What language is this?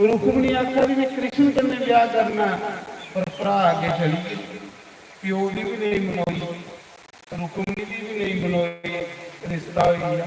Dogri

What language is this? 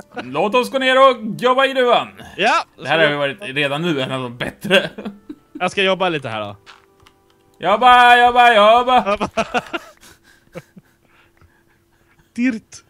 Swedish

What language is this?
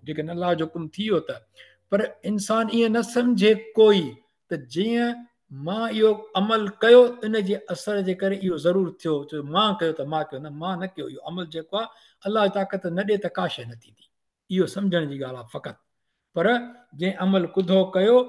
Sindhi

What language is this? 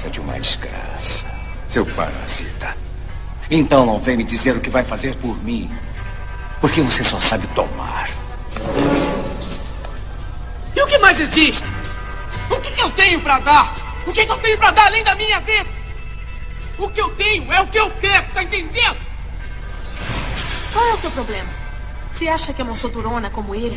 Portuguese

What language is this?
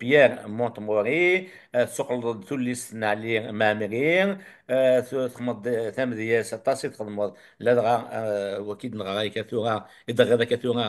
Kabyle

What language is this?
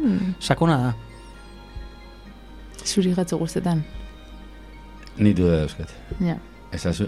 Basque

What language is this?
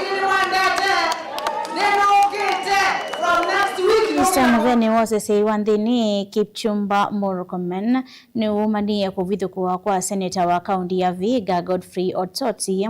Kamba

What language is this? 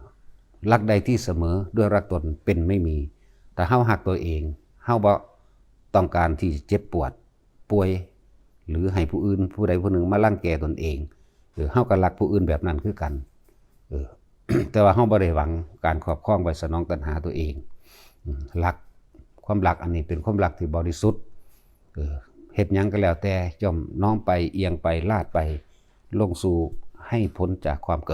Northeastern Thai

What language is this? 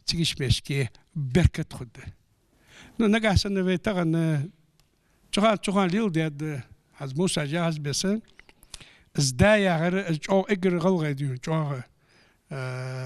Ingush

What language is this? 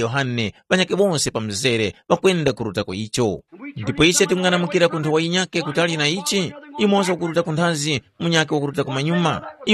Tumbuka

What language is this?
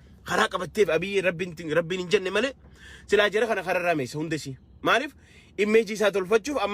Oromo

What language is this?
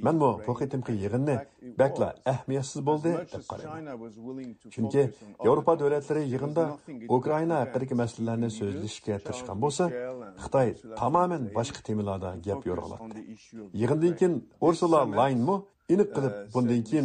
Uyghur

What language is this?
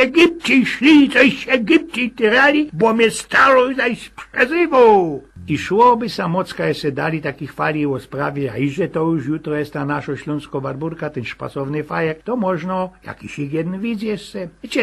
Silesian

